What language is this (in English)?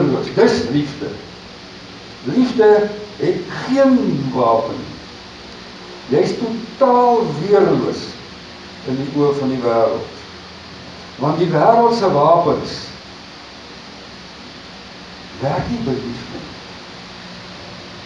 Afrikaans